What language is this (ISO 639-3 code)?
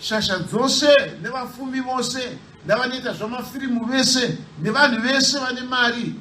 sna